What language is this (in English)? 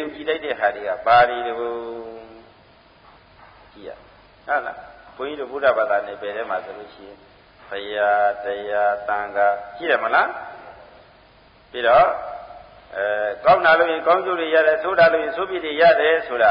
Burmese